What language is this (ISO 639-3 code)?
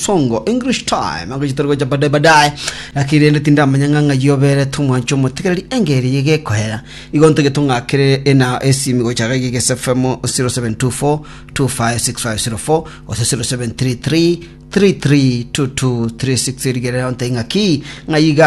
guz